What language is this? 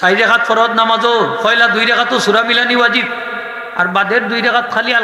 Sylheti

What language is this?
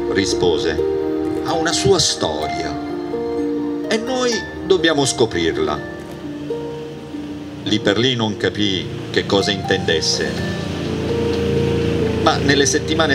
Italian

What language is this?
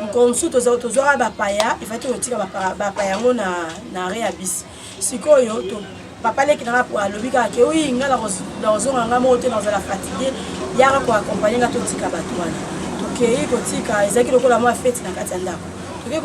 Lingala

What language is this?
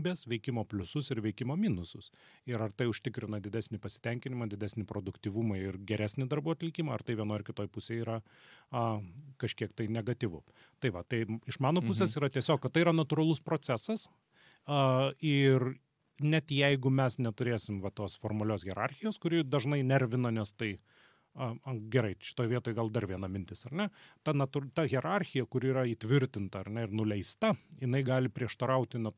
Lithuanian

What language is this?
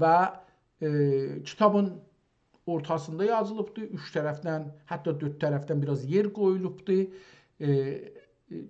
South Azerbaijani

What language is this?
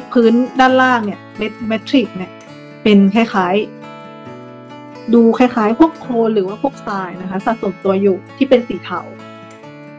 Thai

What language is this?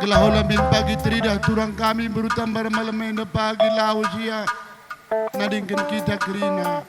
Batak Karo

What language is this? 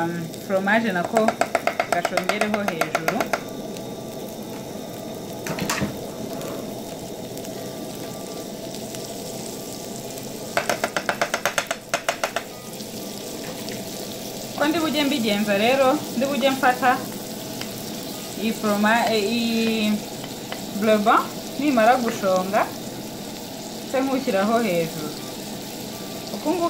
Kinyarwanda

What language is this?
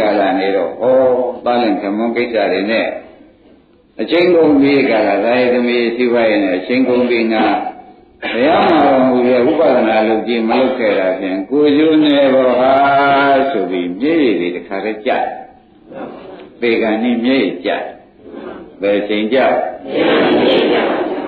Burmese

